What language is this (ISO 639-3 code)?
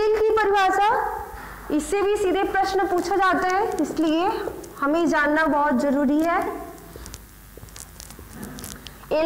hin